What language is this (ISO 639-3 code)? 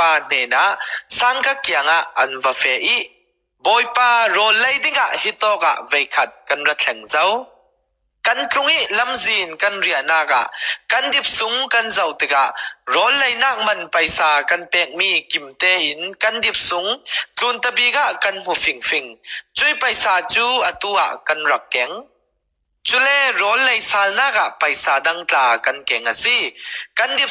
cfm